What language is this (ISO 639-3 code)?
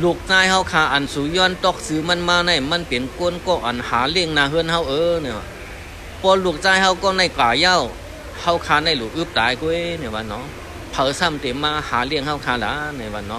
shn